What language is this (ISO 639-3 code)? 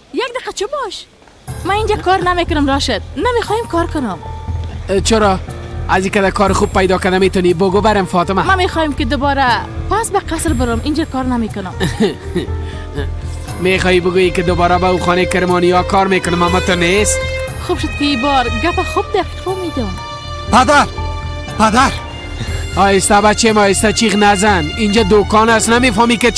fas